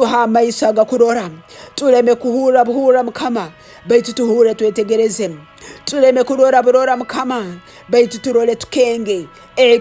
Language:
Tooro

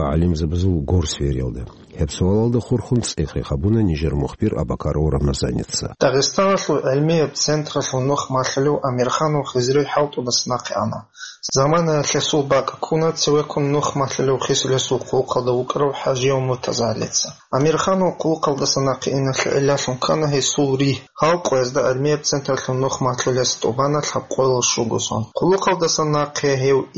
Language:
Avaric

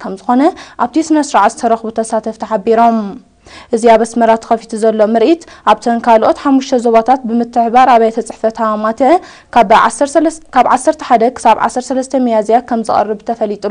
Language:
Tigrinya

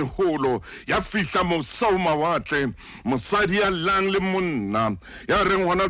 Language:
Southern Sotho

